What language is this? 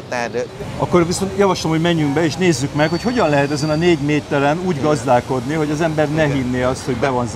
Hungarian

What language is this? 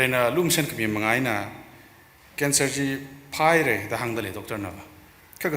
Tangkhul Naga (India)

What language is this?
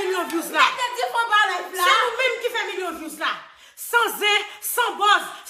Haitian Creole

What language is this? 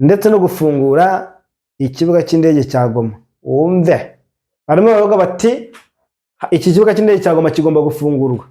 Kinyarwanda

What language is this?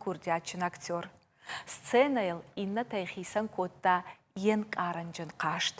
Ossetic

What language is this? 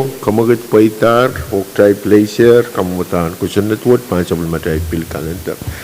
Pohnpeian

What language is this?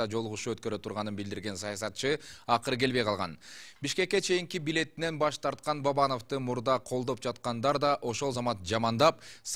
Kyrgyz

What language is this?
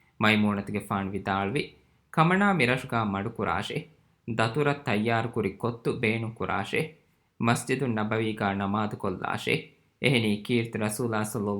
Divehi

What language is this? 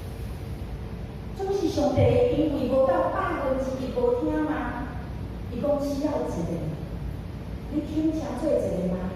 Min Nan Chinese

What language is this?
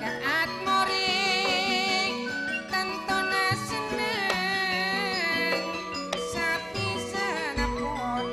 Madurese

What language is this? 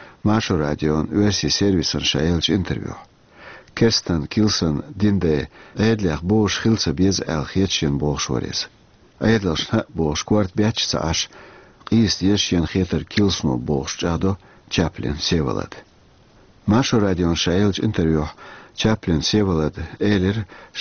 Chechen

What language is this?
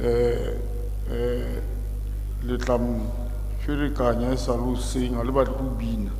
Southern Sotho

